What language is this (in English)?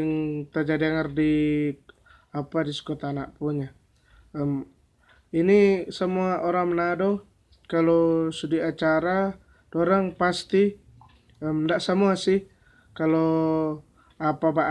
Manado Malay